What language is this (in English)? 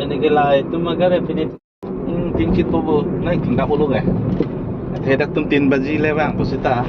Karbi